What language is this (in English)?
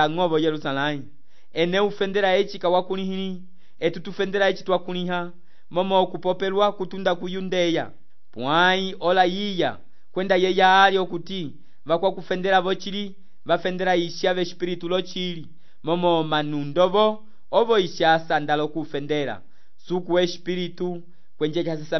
Umbundu